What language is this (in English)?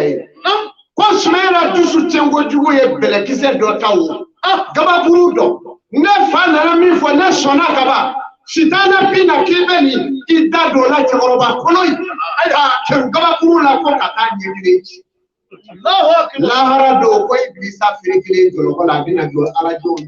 Bambara